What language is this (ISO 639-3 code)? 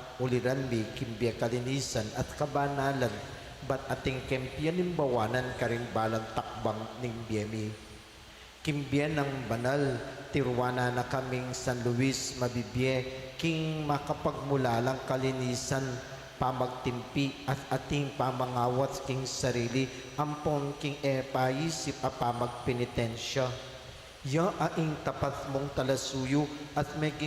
pam